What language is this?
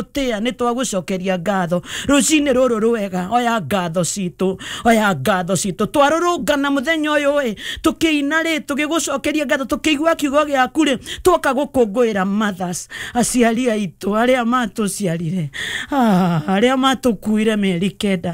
Kikuyu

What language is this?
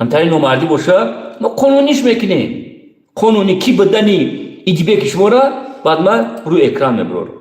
Tajik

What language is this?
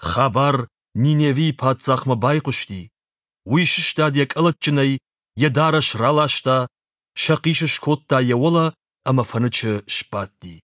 Ossetic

